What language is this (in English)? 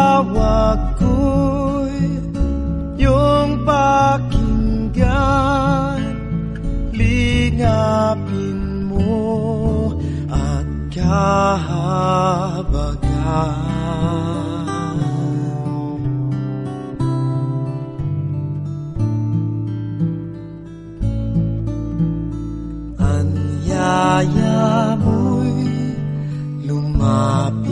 Filipino